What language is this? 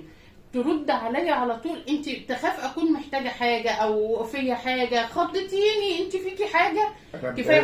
Egyptian Arabic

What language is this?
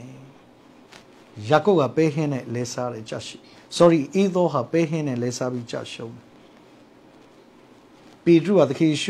Burmese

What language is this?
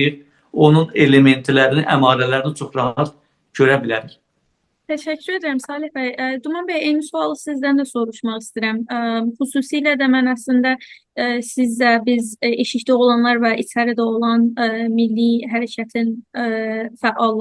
South Azerbaijani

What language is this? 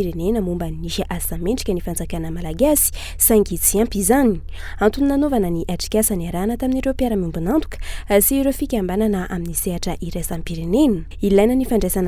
Malagasy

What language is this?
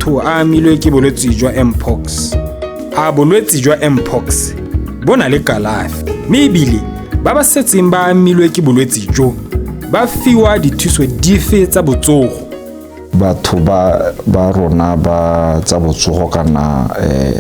Tswana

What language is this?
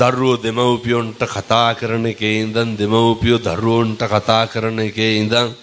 Sinhala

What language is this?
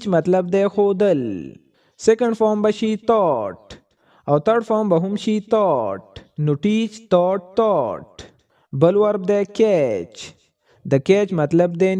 Pashto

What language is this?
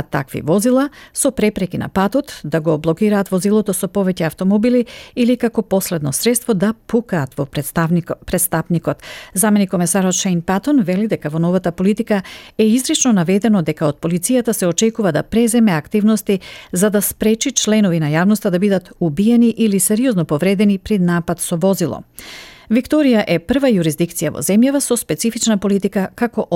Macedonian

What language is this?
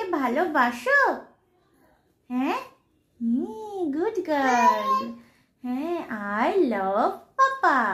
Bangla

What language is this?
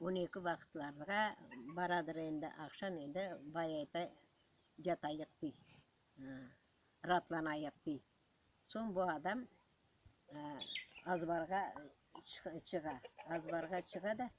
Crimean Tatar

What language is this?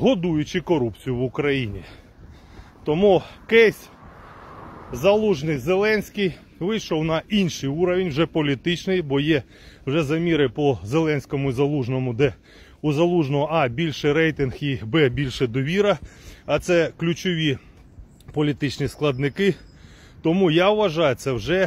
Ukrainian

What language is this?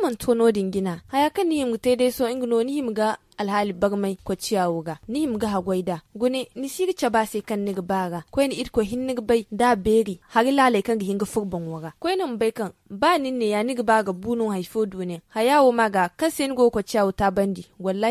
Zarma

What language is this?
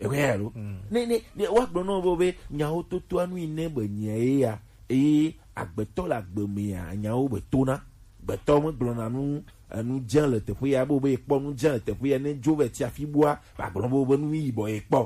Gen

